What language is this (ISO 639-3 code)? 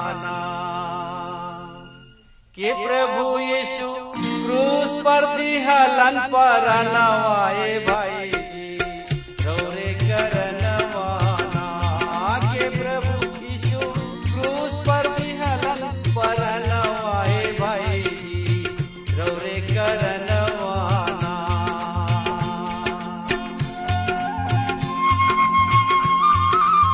bho